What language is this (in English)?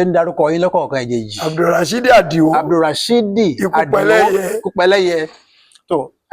Yoruba